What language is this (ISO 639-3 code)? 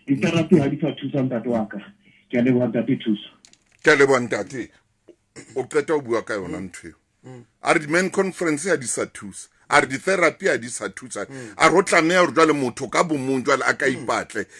sot